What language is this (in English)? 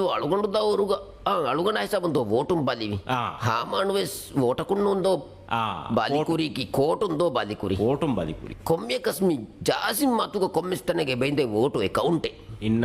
Divehi